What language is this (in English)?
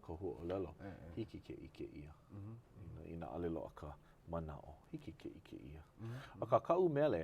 Hawaiian